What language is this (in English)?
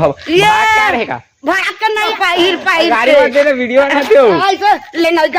Chhattisgarhi